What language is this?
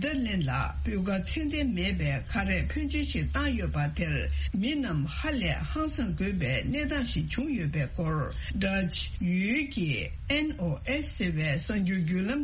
Tibetan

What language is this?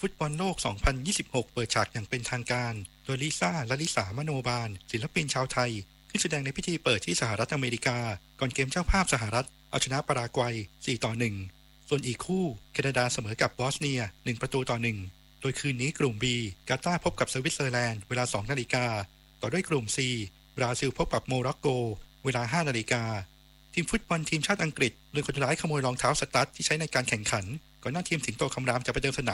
Thai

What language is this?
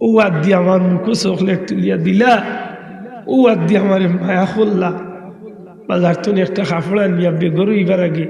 Sylheti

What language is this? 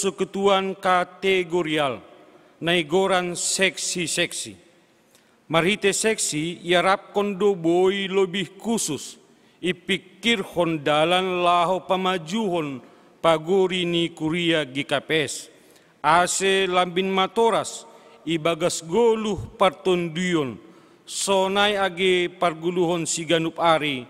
Batak Simalungun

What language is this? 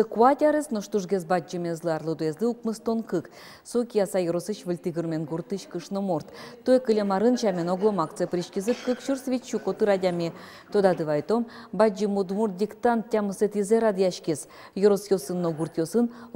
Udmurt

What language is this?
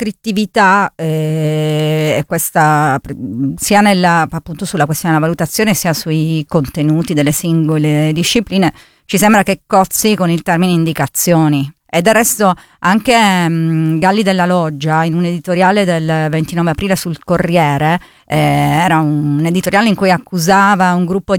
Italian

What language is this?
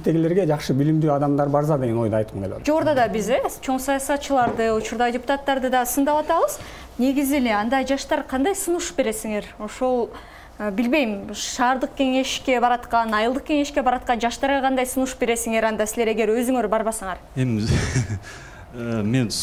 Kyrgyz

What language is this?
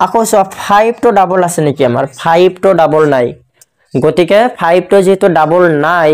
Assamese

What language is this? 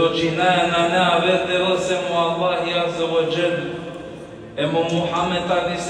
Balkan Romani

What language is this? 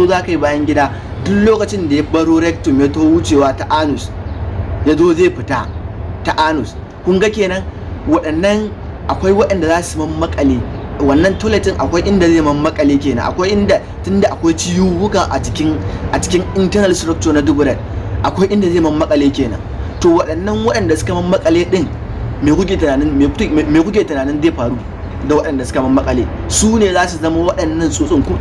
Hausa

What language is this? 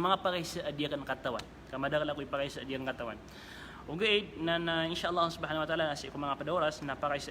Maranao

